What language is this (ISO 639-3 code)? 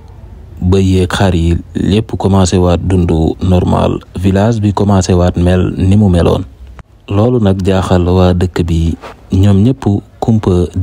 wol